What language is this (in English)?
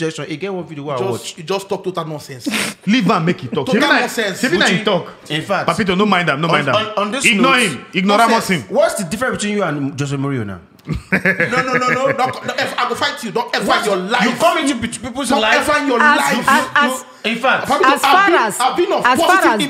Nigerian Pidgin